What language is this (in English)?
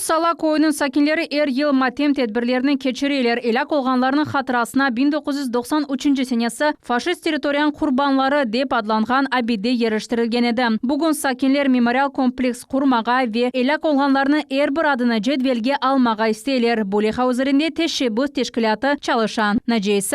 Crimean Tatar